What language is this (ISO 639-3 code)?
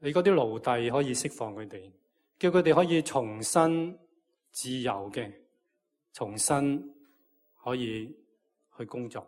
yue